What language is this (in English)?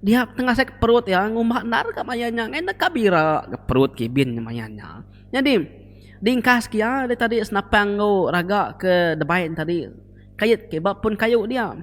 Iban